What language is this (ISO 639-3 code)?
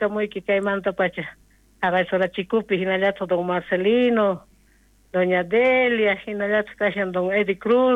quh